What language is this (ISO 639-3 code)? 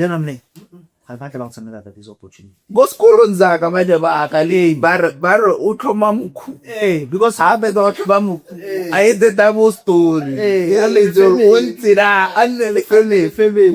tsn